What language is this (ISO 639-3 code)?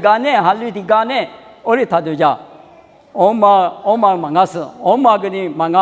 lis